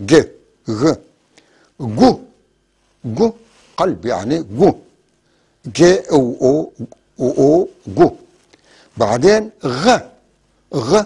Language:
North Levantine Arabic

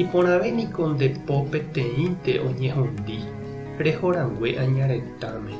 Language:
Guarani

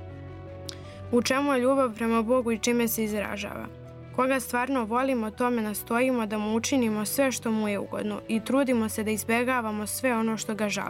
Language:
Serbian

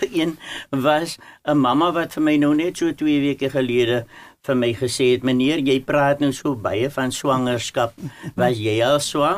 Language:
Afrikaans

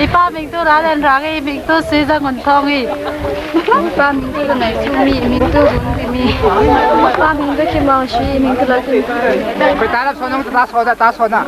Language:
Falam Chin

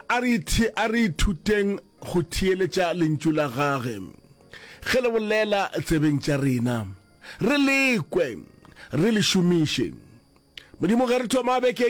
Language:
Northern Sotho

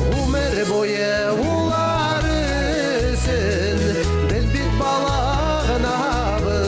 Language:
Bashkir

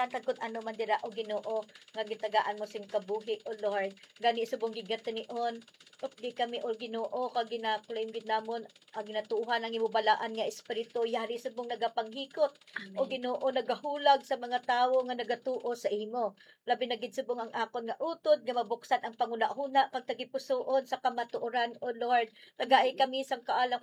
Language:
Hiligaynon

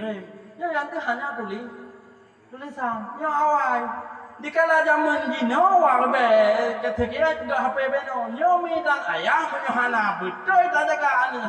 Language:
Achinese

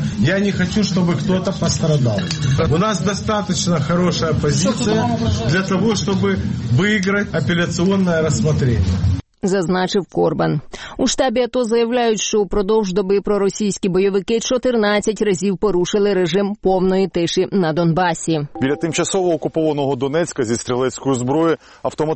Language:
Ukrainian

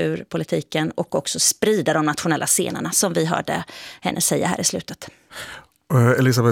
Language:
Swedish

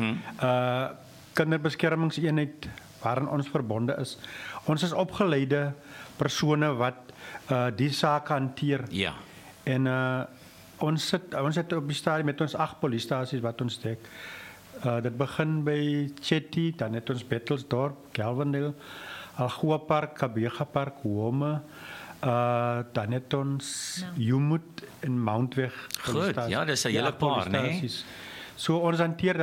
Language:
Afrikaans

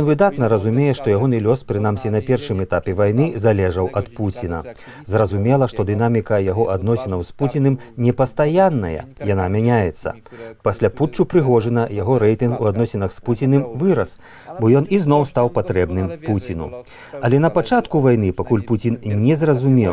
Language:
Belarusian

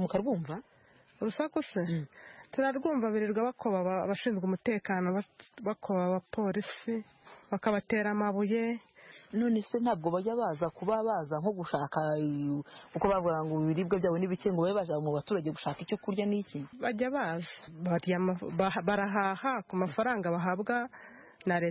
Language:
Kinyarwanda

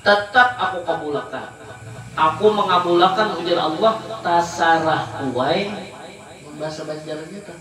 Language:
Banjar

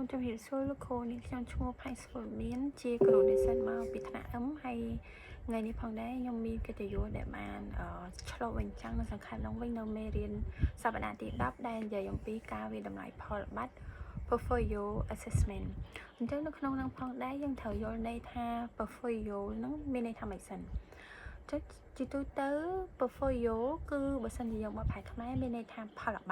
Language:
Khmer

